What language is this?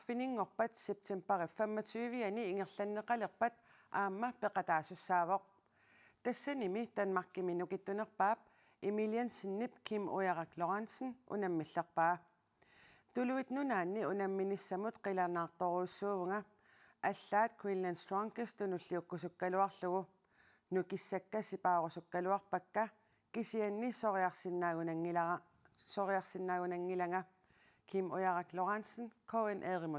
Kalaallisut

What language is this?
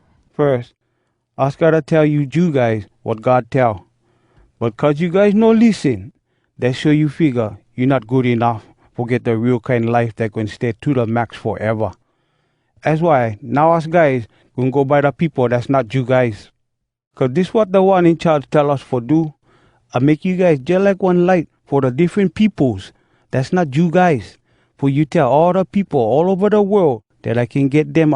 Hawai'i Creole English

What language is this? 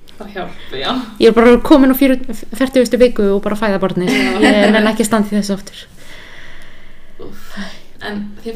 Icelandic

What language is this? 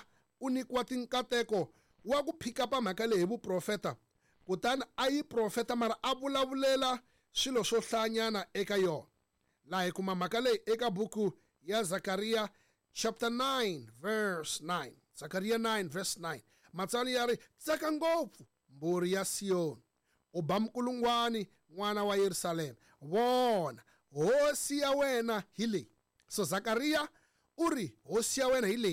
Tsonga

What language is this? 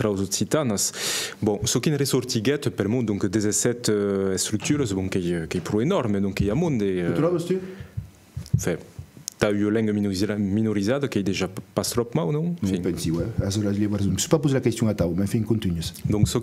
Occitan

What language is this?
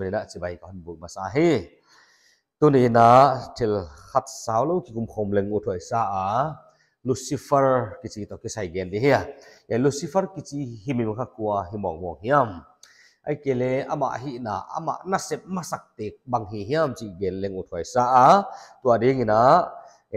Paite Chin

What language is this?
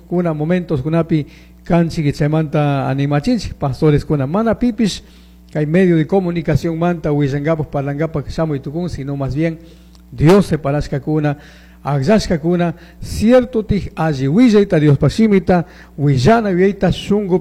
Chimborazo Highland Quichua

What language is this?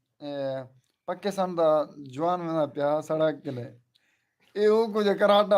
Saraiki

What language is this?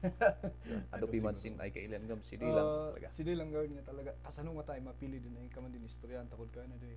Kankanaey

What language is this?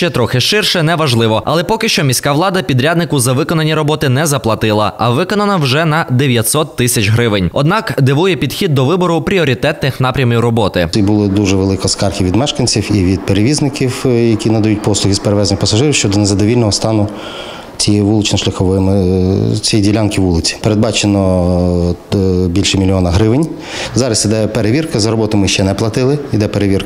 Ukrainian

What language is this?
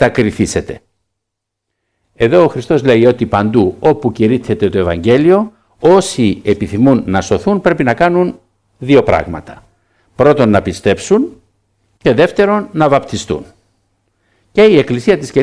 Greek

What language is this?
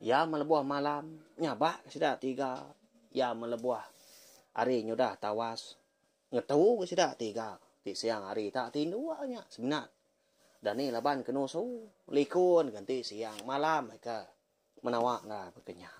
Iban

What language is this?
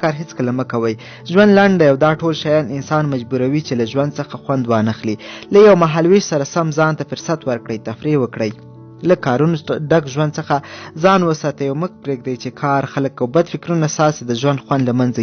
Pashto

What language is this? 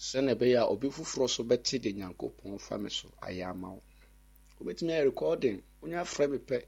Akan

